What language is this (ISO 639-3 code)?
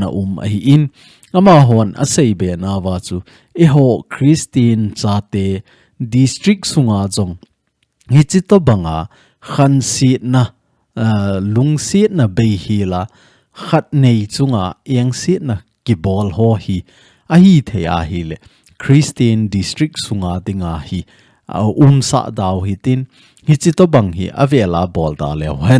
tcz